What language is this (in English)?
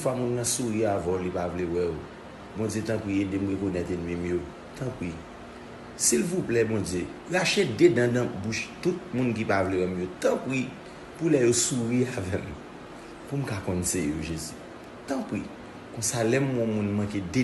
Haitian Creole